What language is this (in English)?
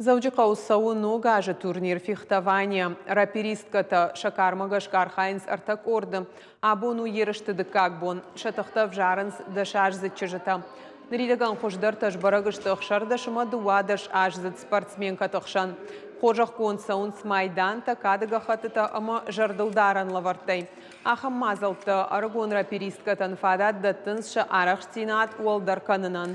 Ossetic